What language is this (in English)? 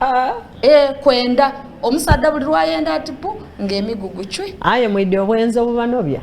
Soga